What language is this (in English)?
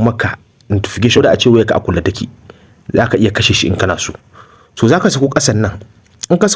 Hausa